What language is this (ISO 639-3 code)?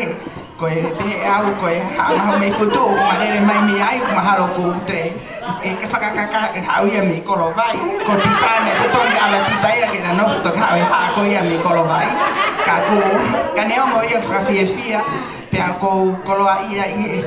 ton